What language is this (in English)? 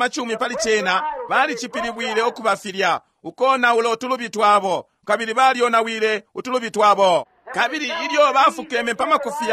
Bemba